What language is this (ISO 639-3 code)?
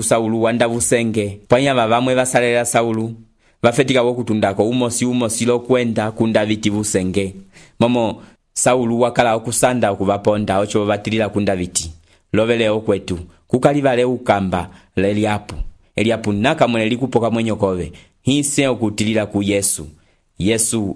umb